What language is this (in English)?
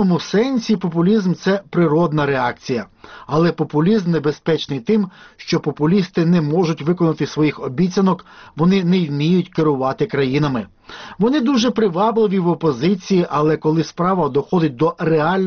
Ukrainian